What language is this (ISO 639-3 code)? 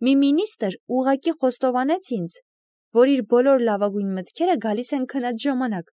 hye